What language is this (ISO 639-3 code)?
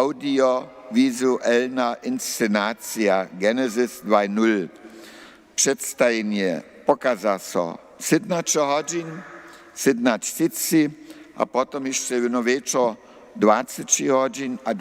hsb